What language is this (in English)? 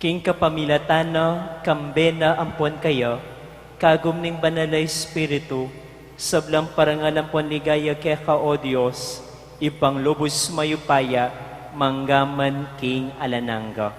Pampanga